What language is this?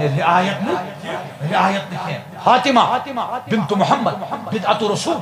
Kashmiri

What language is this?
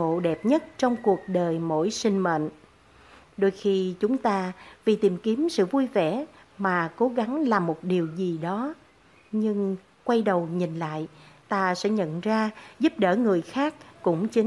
Vietnamese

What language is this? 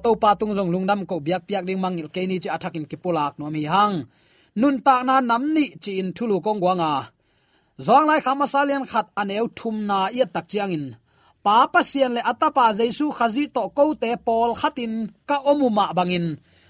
Tedim Chin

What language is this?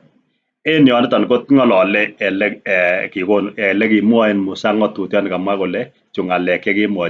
Kalenjin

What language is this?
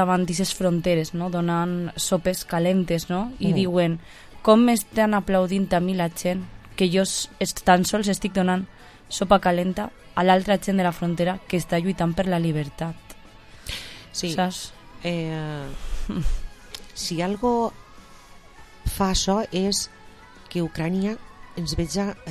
Catalan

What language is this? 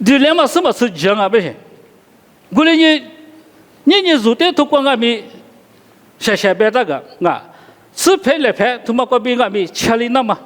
Lisu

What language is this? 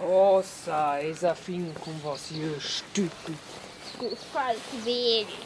Romansh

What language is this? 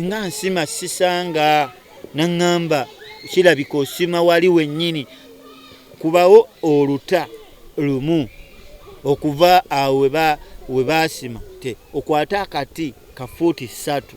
Ganda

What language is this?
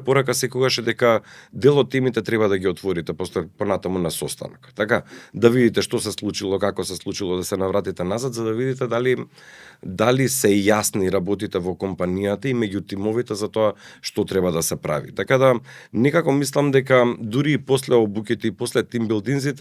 Macedonian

